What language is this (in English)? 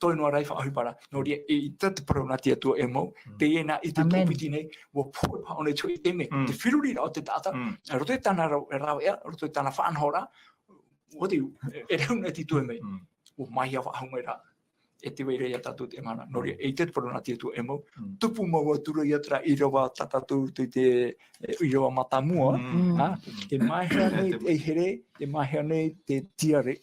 Tahitian